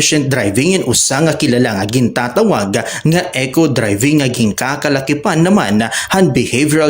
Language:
Waray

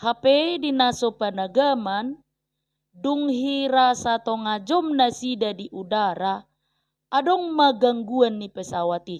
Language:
Batak Toba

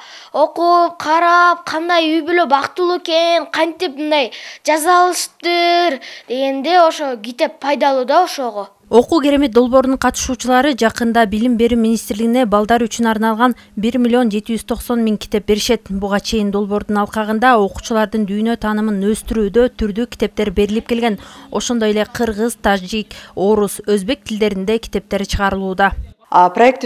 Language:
Kyrgyz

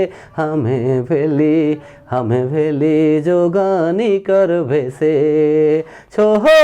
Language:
Sadri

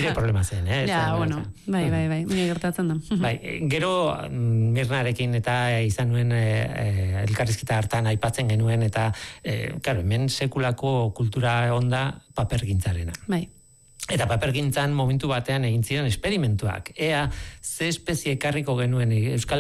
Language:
Basque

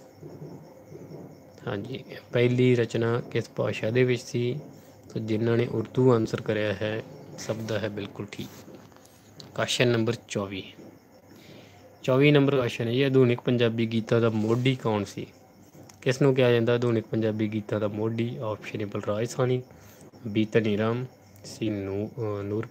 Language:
Punjabi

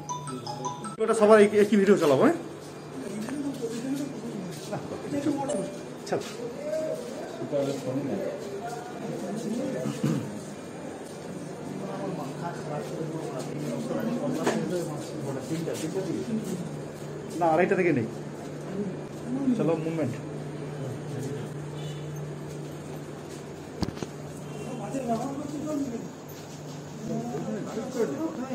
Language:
Bangla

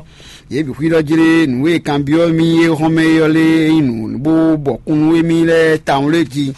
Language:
Fon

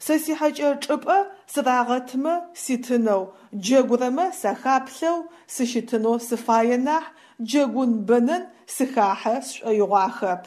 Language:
Adyghe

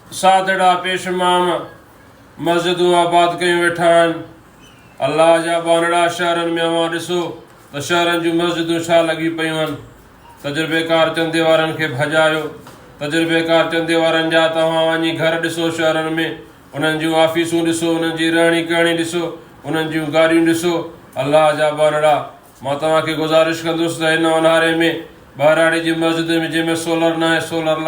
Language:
Sindhi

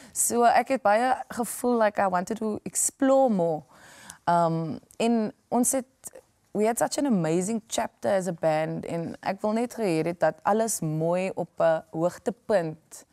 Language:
Afrikaans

